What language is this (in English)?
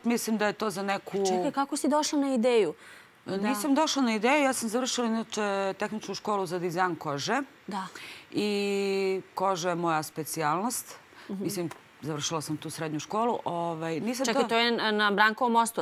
Serbian